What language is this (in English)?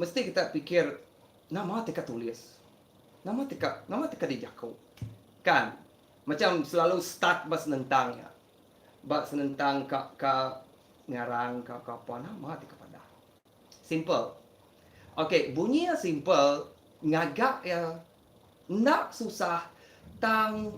Iban